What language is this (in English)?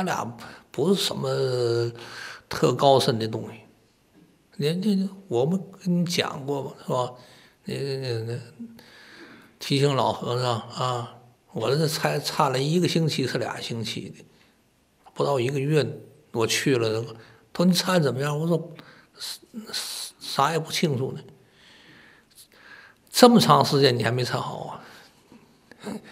Chinese